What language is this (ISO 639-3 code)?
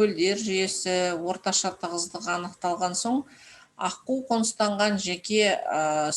kaz